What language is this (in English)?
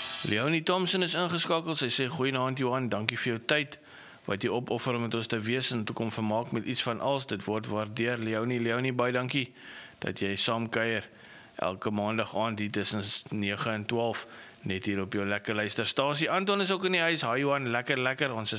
Afrikaans